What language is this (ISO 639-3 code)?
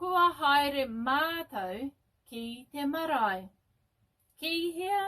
mri